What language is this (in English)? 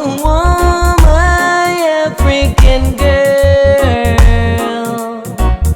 Jamaican Creole English